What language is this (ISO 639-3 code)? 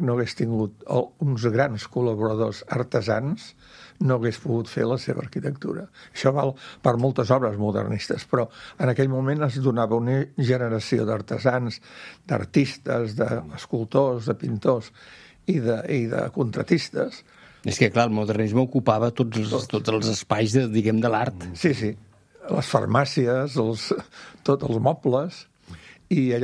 cat